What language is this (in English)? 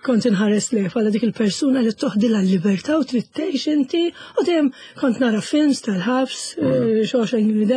Maltese